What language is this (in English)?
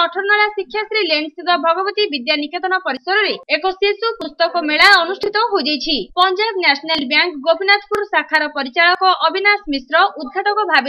Odia